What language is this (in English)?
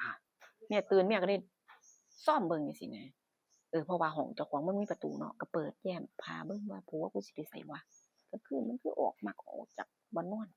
Northeastern Thai